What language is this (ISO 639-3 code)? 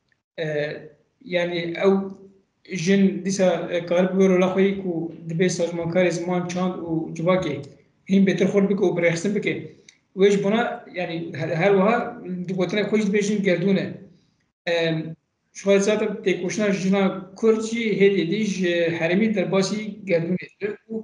kur